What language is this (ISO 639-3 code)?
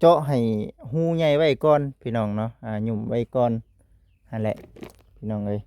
lao